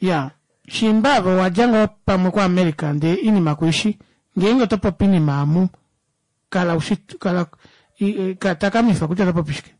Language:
Kuanyama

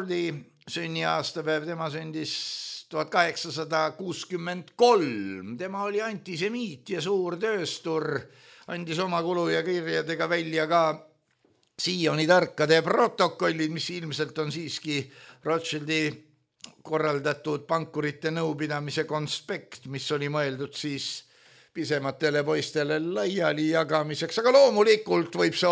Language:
Estonian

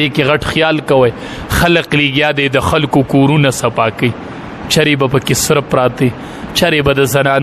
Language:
Pashto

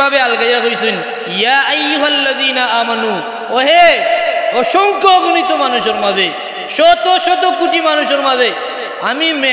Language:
Sylheti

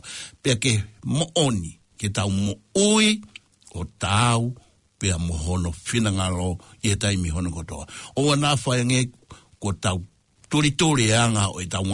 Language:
Tongan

